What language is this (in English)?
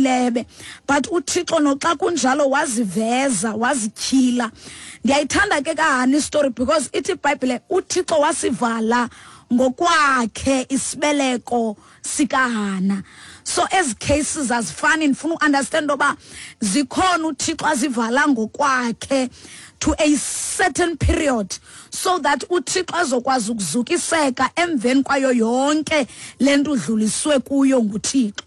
Xhosa